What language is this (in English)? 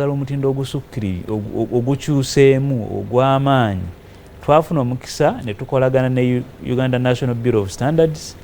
Ganda